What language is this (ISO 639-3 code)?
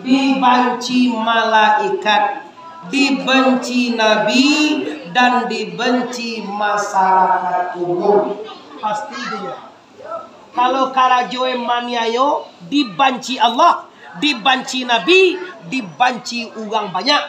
min